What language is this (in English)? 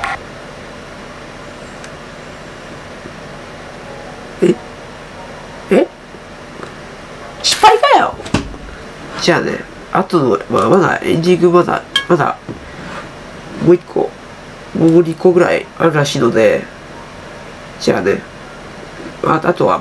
Japanese